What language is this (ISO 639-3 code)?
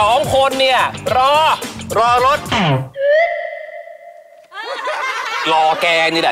tha